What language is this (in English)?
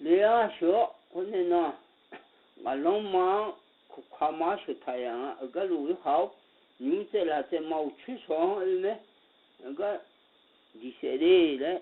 Akha